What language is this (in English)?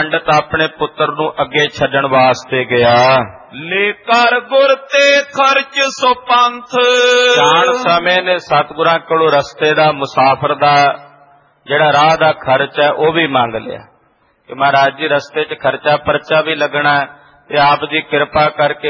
Punjabi